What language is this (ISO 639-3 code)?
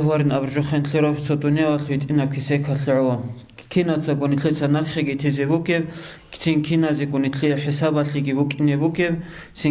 ava